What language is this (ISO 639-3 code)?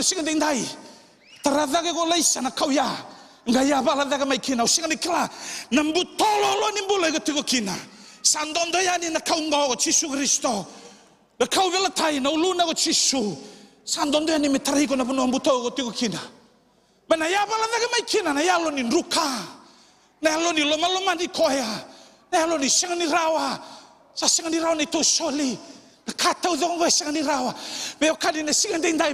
fij